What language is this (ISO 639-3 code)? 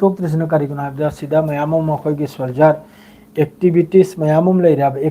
mni